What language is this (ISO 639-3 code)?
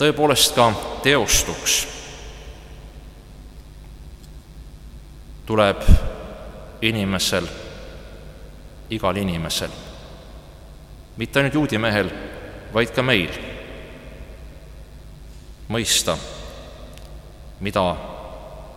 est